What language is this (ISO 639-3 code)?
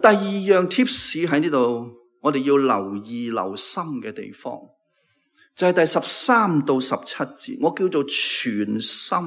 yue